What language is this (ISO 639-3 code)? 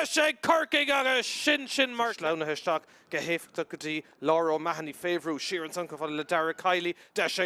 gle